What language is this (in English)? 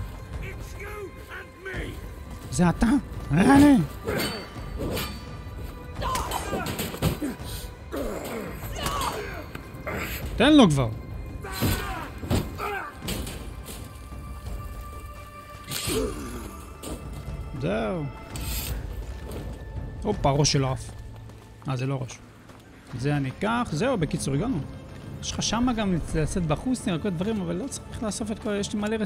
Hebrew